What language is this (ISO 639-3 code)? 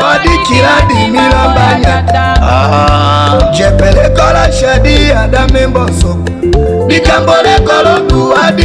tll